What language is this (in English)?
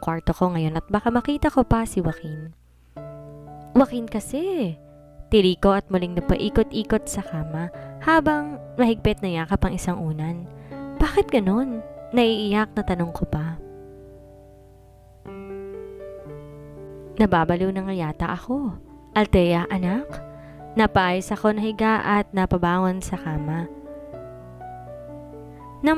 Filipino